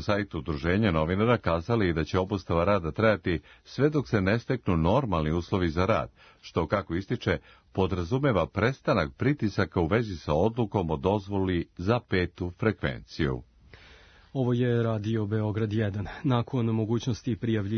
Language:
Serbian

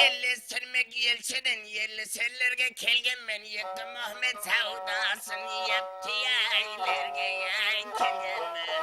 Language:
Kara-Kalpak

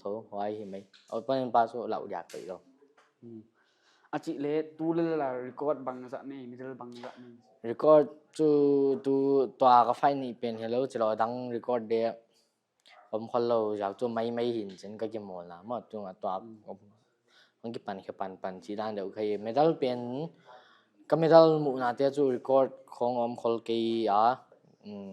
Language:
Paite Chin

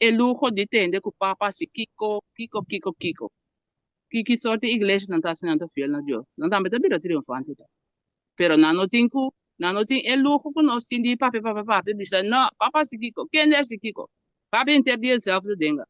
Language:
Papiamento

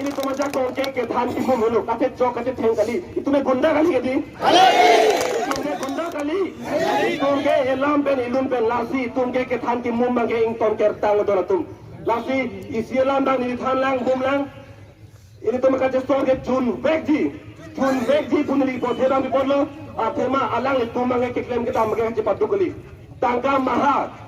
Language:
Karbi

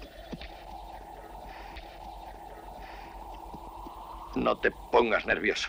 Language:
Spanish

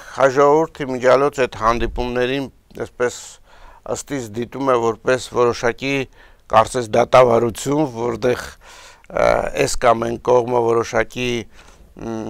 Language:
Armenian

